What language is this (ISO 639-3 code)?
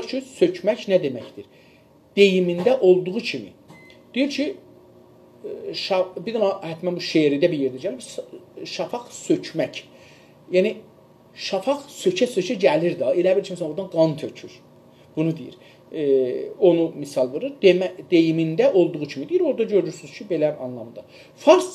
azb